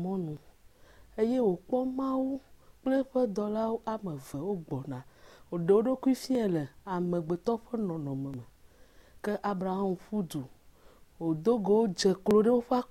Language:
Ewe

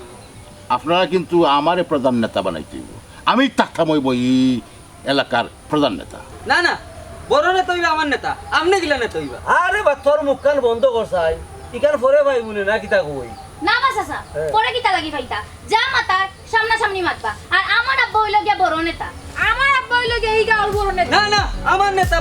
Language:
Sylheti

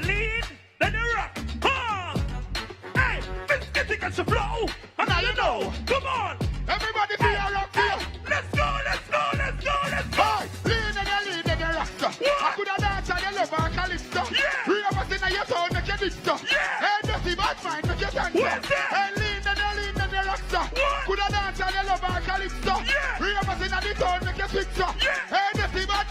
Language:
Jamaican Creole English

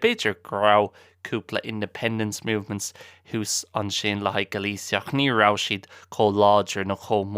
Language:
Irish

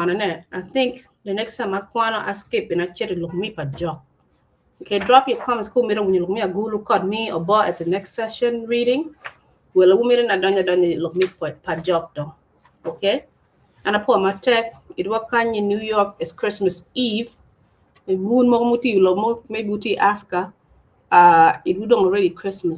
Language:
Acoli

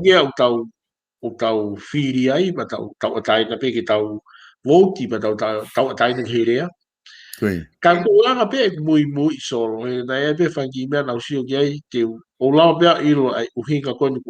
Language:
Tongan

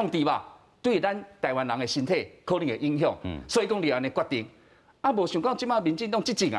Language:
Min Nan Chinese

